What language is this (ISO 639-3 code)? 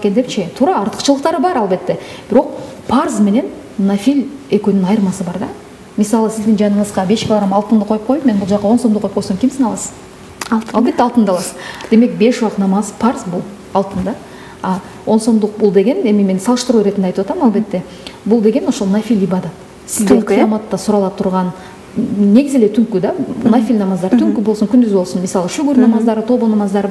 kir